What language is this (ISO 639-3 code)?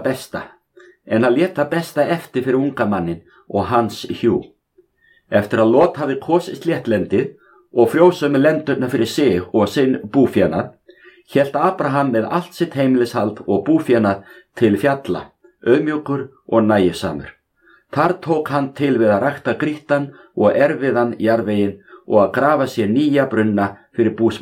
isl